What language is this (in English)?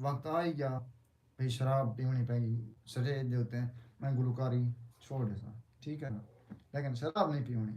Saraiki